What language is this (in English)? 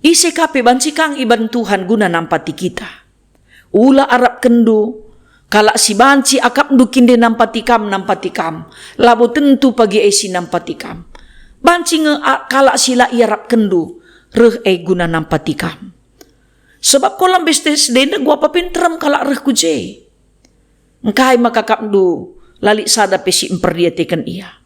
Batak Karo